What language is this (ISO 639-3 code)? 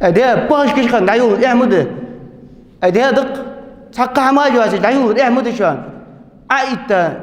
inh